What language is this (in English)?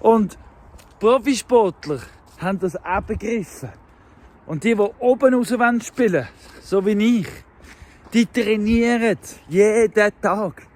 Swiss German